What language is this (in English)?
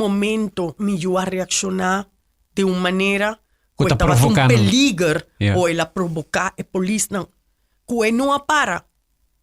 Papiamento